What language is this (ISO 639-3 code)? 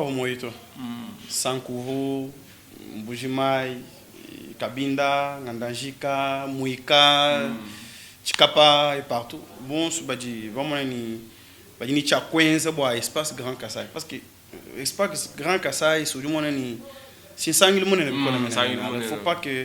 lua